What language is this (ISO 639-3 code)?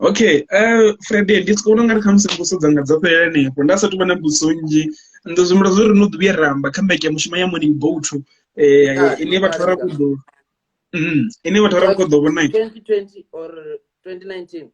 ven